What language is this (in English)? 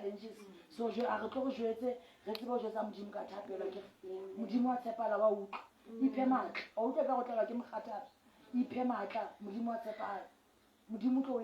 Southern Sotho